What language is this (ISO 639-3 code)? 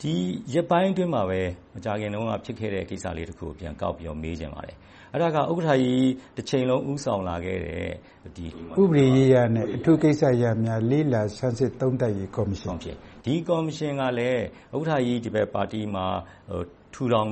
mya